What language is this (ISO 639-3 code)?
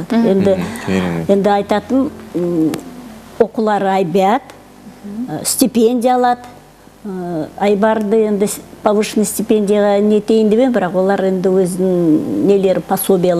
kaz